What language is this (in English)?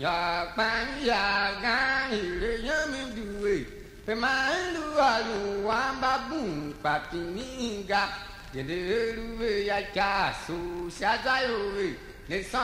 Tiv